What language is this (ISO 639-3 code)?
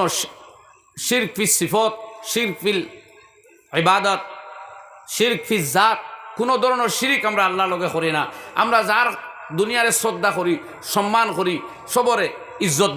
syl